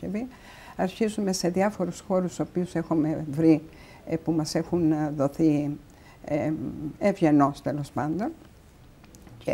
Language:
Greek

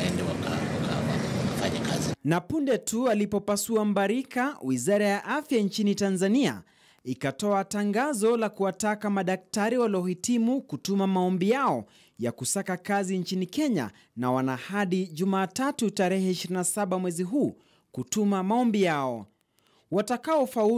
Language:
Swahili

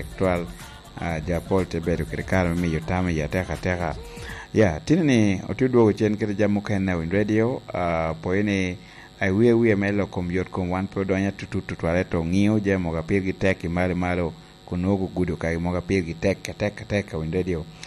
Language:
Lango (Uganda)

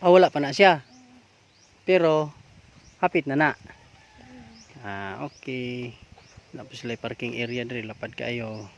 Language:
Cebuano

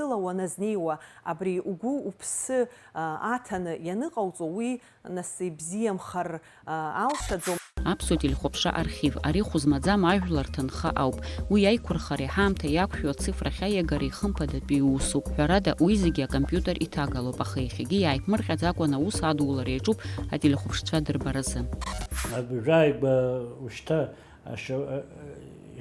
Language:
Abkhazian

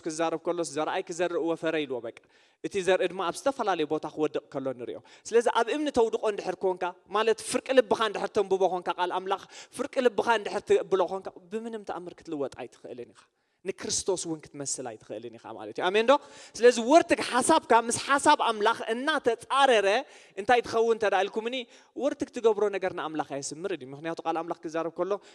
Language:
Tigrinya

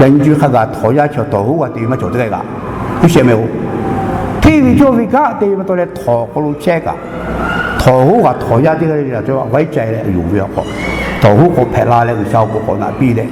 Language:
Lahu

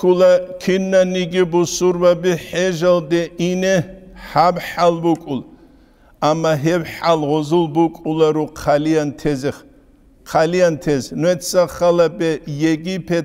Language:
Avaric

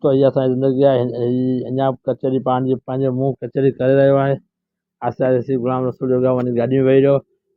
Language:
Sindhi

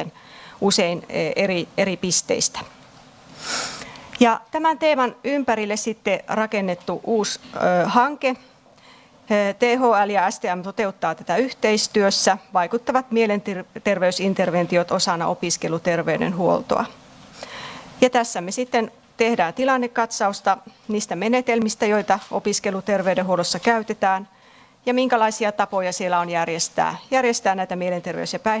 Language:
Finnish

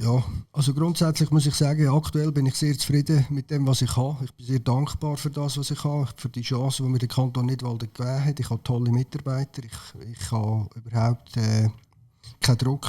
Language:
Swiss German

